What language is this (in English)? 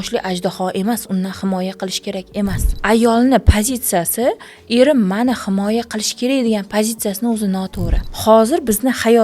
Uzbek